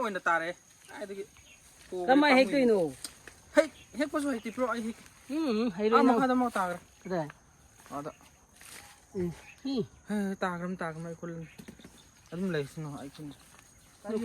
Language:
Manipuri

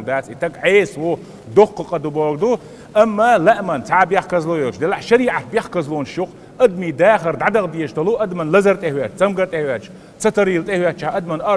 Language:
Chechen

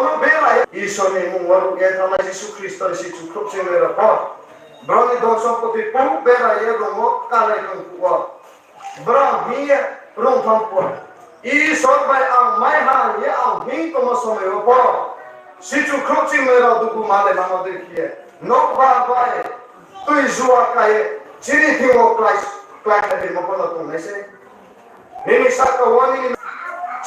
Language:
Riang (India)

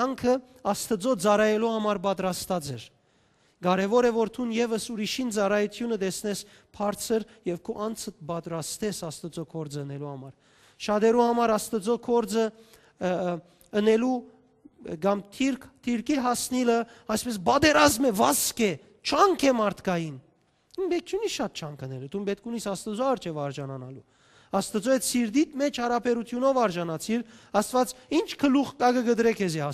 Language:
Western Armenian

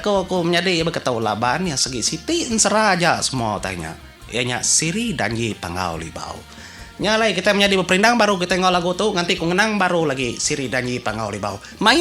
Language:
Iban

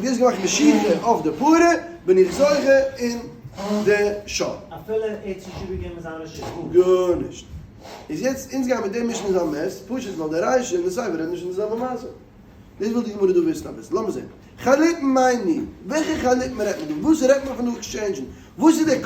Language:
Yiddish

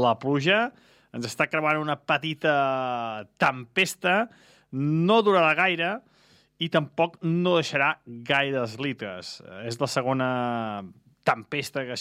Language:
Catalan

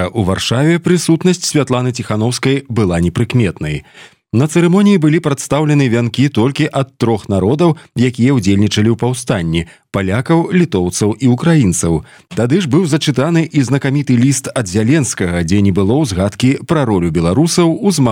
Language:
Belarusian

